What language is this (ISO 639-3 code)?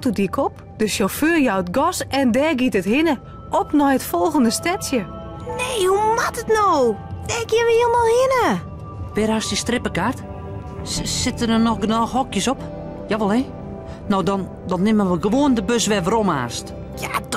fry